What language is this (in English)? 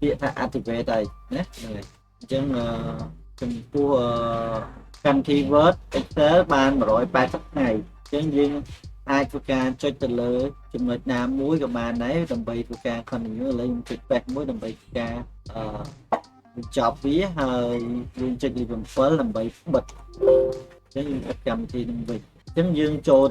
Khmer